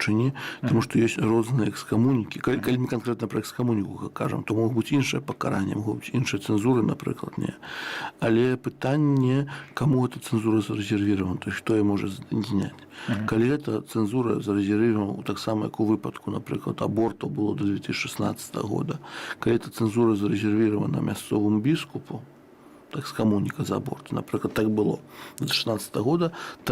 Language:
Belarusian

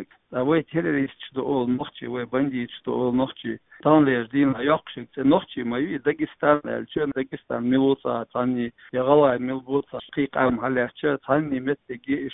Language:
Chechen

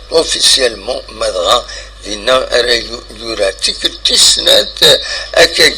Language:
Kabyle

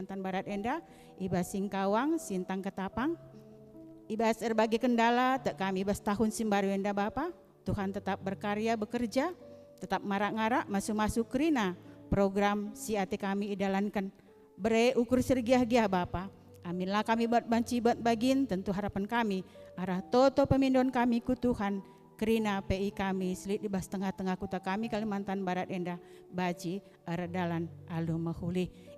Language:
Batak Karo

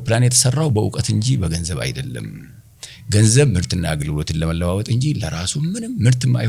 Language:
Amharic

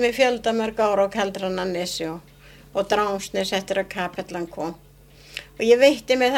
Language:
Icelandic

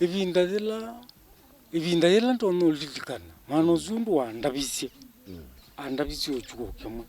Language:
Kamba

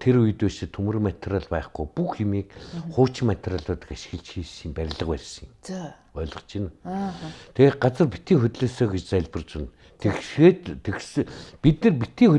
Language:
Mongolian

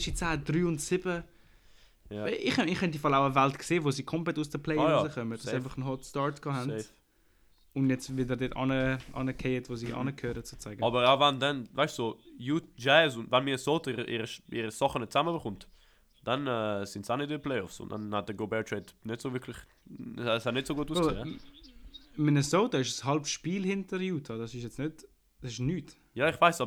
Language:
German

